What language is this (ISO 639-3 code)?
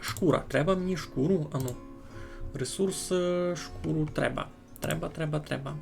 rue